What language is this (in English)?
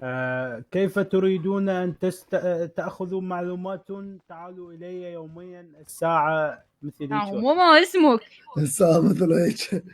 Mesopotamian Arabic